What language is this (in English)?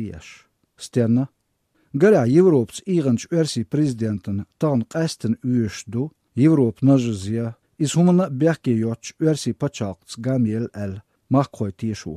Chechen